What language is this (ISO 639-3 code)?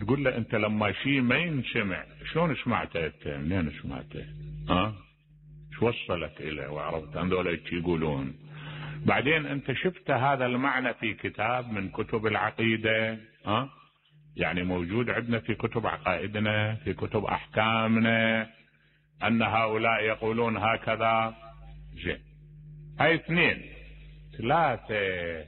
acm